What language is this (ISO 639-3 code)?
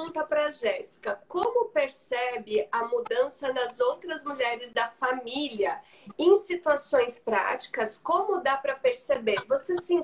por